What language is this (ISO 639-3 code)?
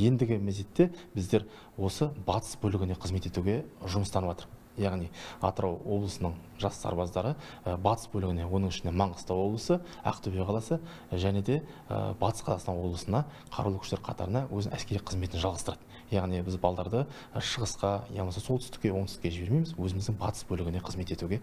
kaz